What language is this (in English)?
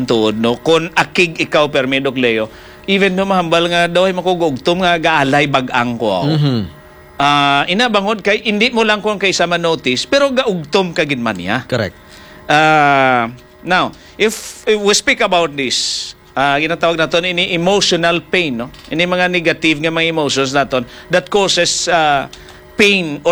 Hiligaynon